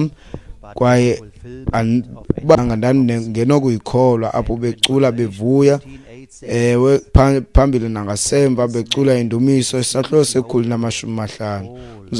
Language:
Xhosa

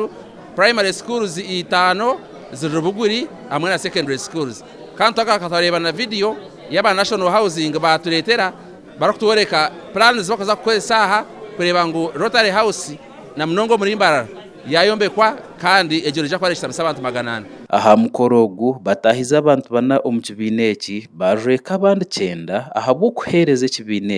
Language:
Nyankole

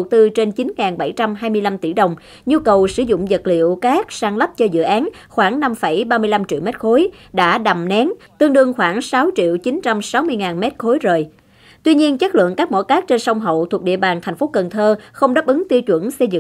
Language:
Vietnamese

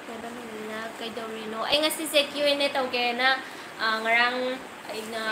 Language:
Manipuri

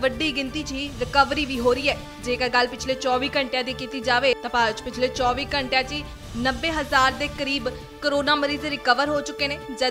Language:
Punjabi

